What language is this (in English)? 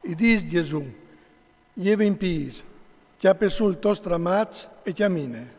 Friulian